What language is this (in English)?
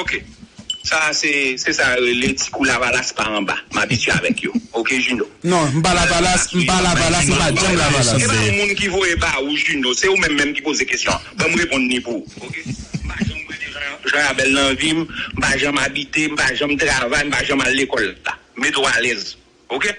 Haitian Creole